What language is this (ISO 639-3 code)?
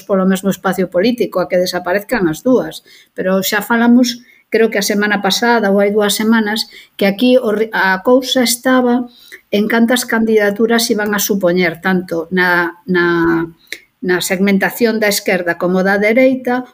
glg